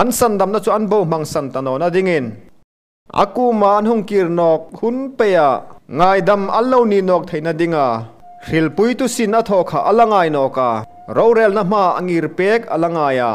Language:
Hmar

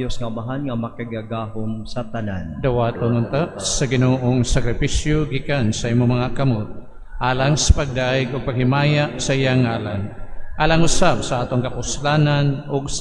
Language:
Cebuano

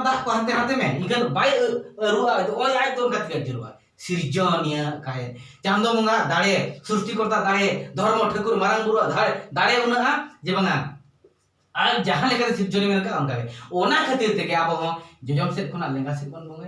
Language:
Santali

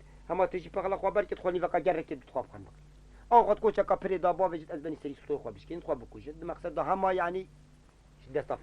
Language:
Kurdish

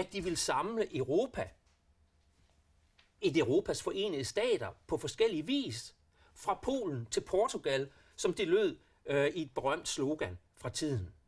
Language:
Danish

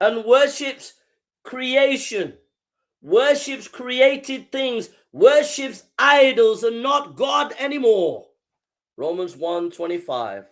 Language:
English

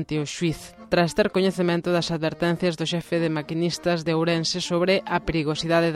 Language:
Galician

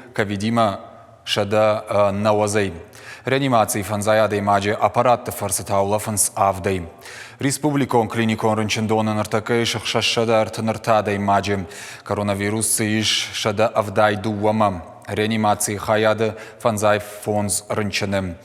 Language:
Ossetic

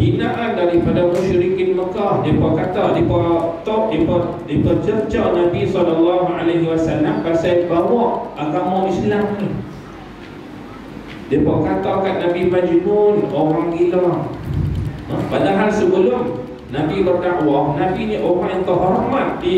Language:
Malay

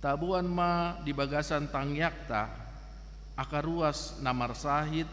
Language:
Batak Toba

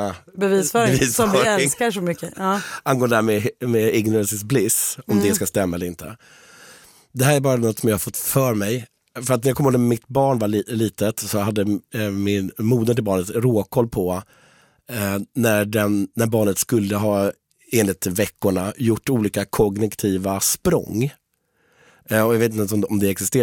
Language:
Swedish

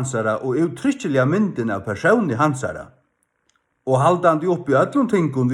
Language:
Faroese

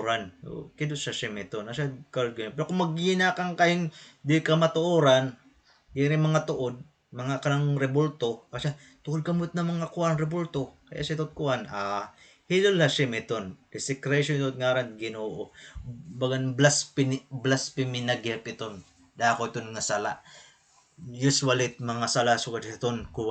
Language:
Waray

